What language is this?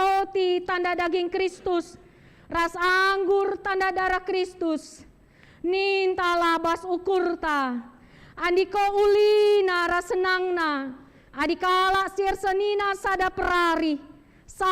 Batak Karo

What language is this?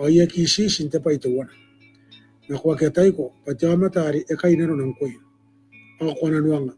Gilbertese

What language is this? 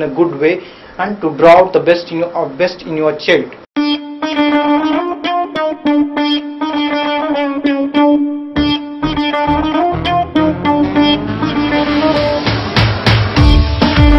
Kannada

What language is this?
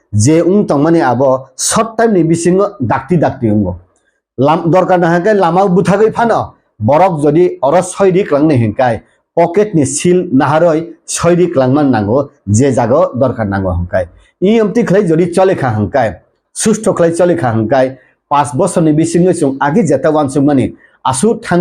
Kok Borok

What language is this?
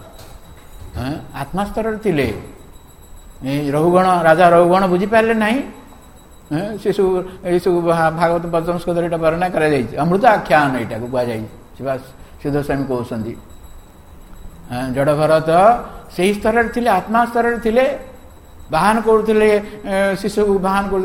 Odia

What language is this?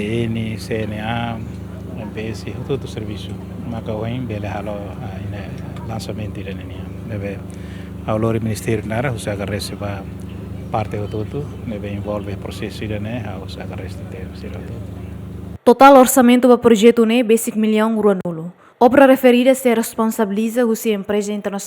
Tetum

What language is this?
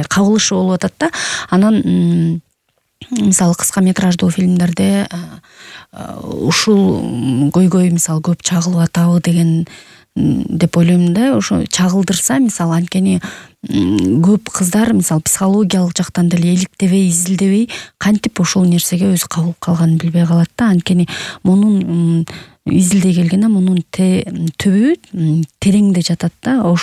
Kyrgyz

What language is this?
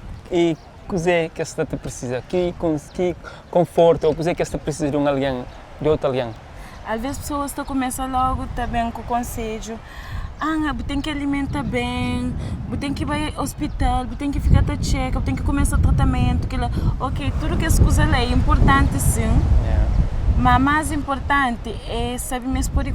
Kabuverdianu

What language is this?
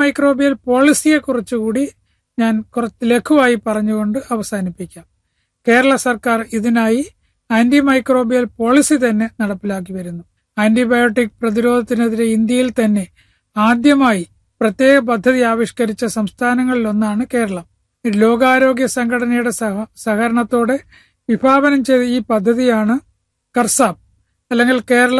Malayalam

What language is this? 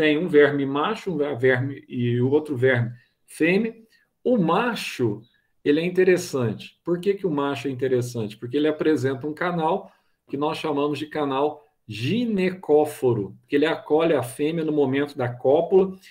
Portuguese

